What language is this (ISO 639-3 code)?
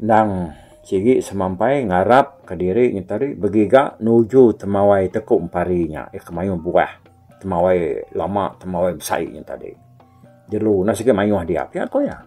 iba